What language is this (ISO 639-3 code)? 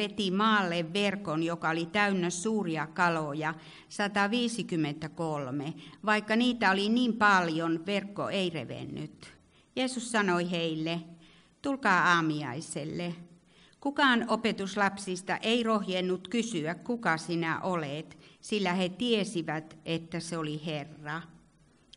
fin